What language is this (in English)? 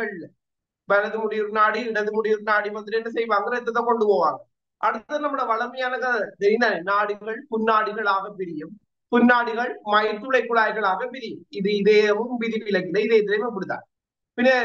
Tamil